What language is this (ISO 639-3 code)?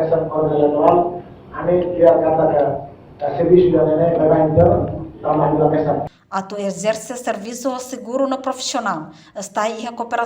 tet